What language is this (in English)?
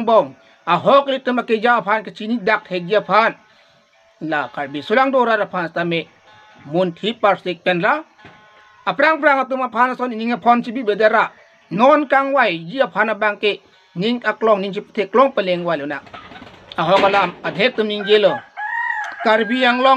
Karbi